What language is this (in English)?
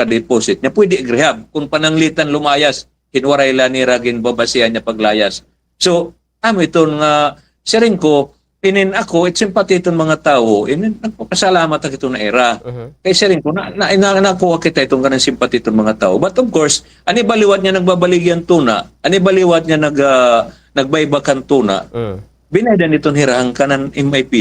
Waray